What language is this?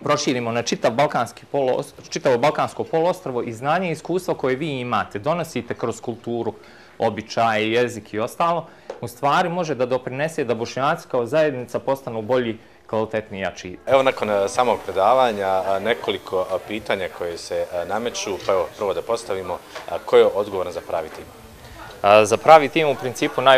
Bosnian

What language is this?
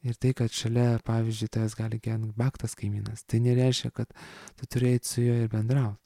Lithuanian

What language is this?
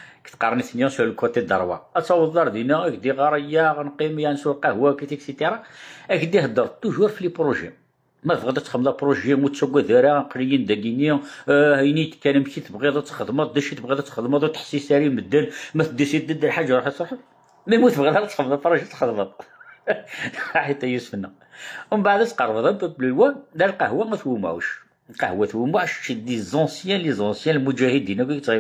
Kabyle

